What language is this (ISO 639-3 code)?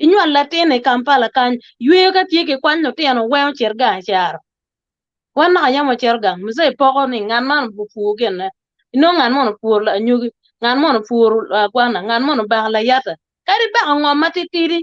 ach